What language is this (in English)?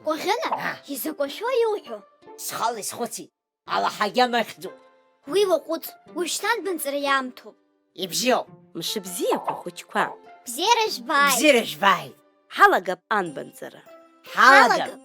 Abkhazian